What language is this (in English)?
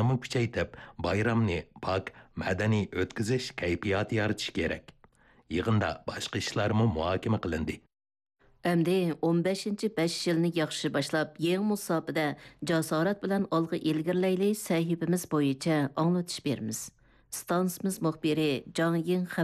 Uyghur